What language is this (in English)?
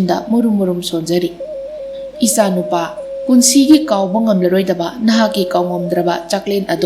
Manipuri